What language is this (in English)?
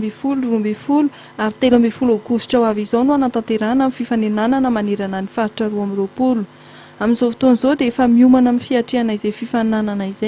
Malagasy